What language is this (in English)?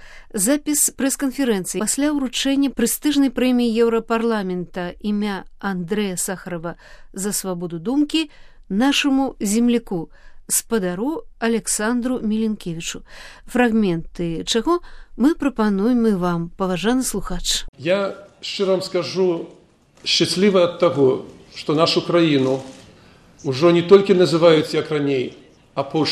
Belarusian